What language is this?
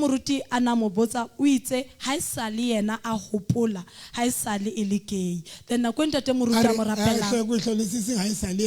Southern Sotho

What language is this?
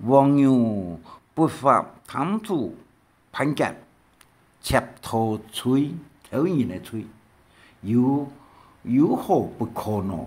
Hakka Chinese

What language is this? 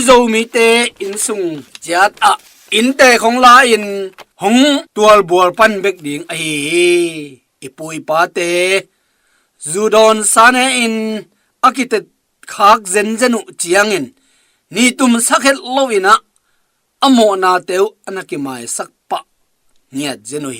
Tedim Chin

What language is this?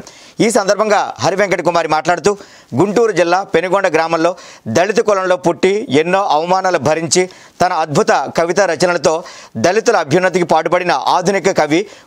Telugu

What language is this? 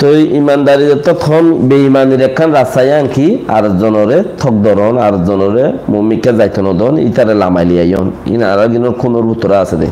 Rohingya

